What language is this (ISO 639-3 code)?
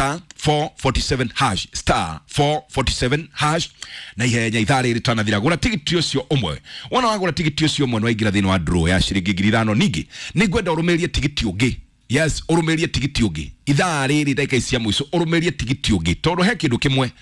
kik